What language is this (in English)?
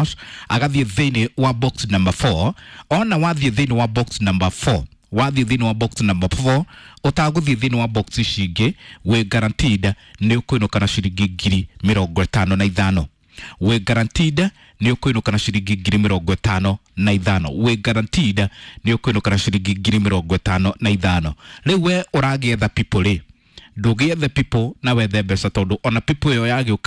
Kikuyu